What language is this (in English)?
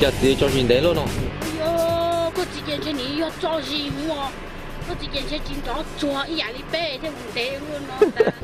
Hmong